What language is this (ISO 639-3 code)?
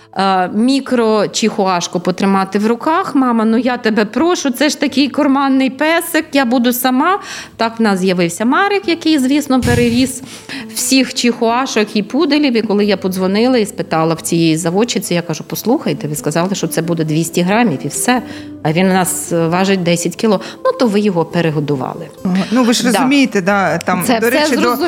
ukr